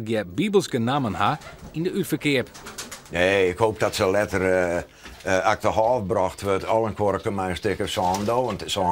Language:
Western Frisian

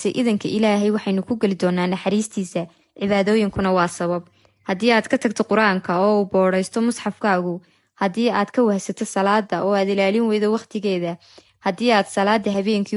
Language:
Somali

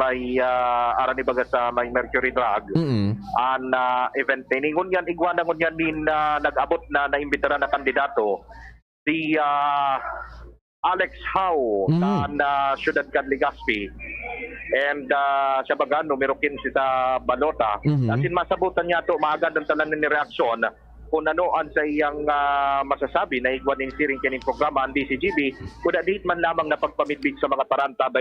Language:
Bikol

